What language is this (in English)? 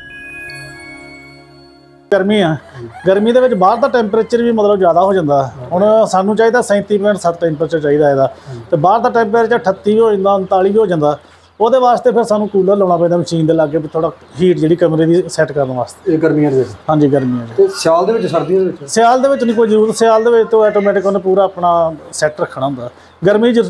Punjabi